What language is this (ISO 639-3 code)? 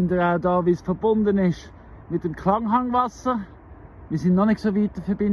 gsw